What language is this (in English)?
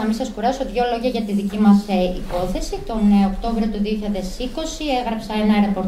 Greek